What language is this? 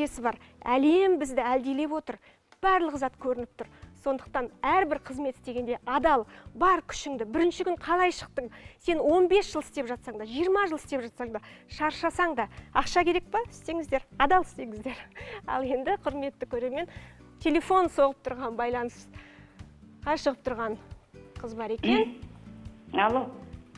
Kazakh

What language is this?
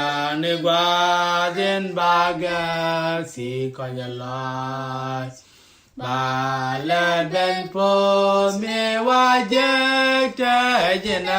Nuer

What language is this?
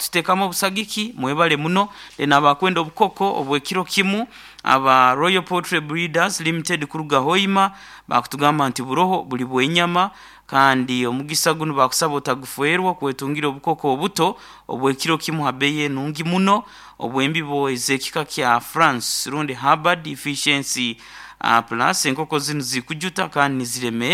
Nyankole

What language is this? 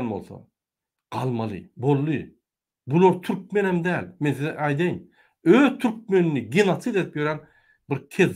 Turkmen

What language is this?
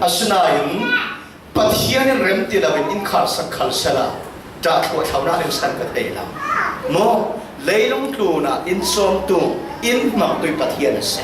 Falam Chin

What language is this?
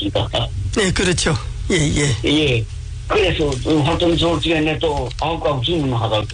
Korean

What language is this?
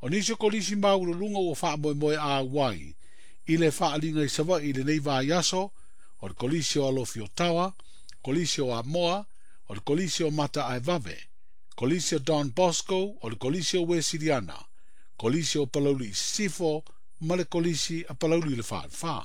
Samoan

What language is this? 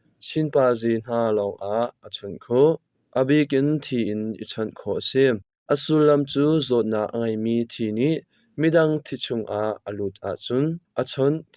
Hakha Chin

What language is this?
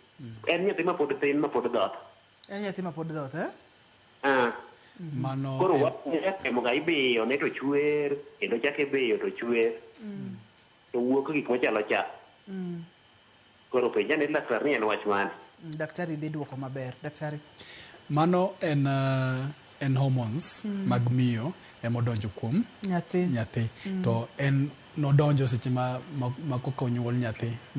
Luo (Kenya and Tanzania)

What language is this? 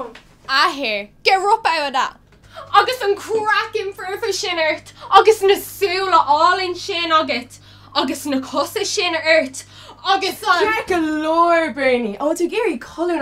Irish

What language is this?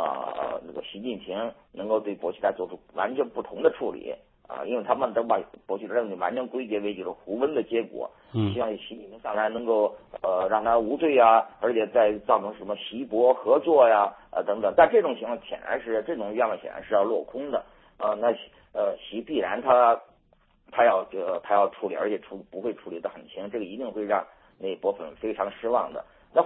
Chinese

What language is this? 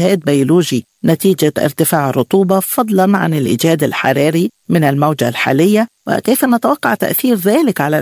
Arabic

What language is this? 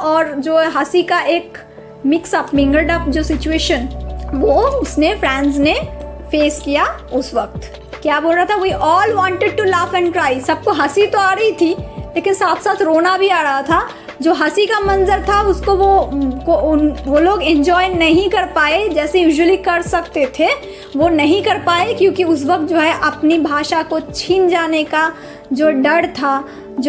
Hindi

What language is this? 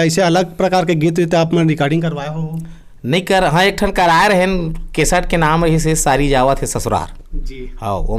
Chhattisgarhi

